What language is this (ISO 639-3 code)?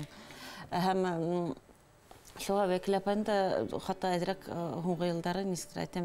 bak